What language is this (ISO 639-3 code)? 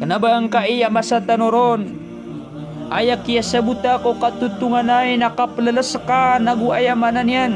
mrw